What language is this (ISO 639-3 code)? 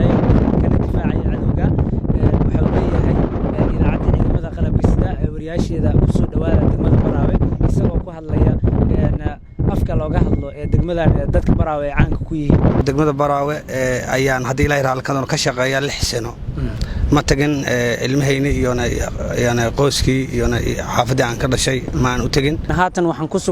som